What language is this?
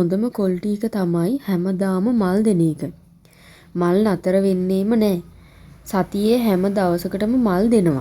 Sinhala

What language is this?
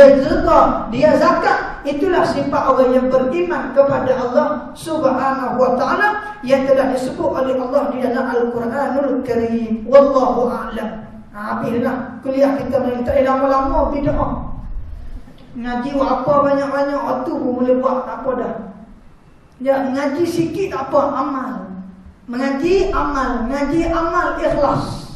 Malay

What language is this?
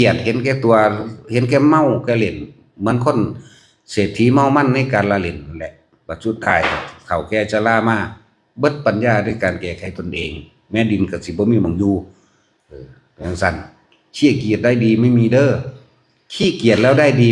Northeastern Thai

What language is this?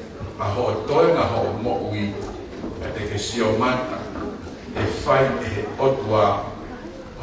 Tongan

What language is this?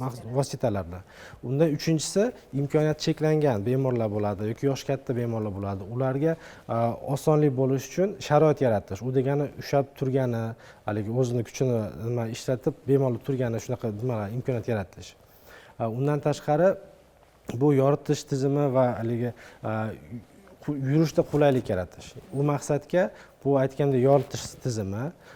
Uzbek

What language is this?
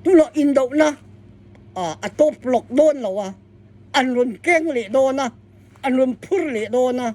Hakha Chin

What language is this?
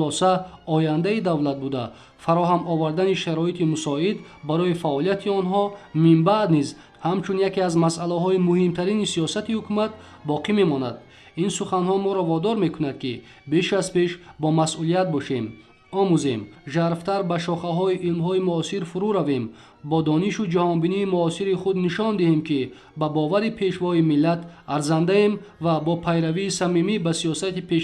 Tajik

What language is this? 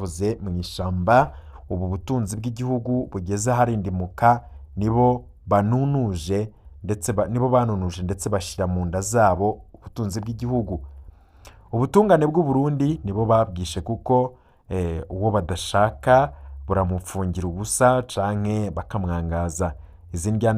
Rundi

